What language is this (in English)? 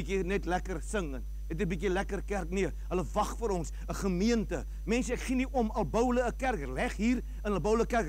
Afrikaans